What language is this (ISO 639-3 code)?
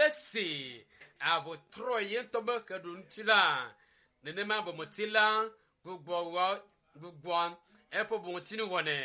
ewe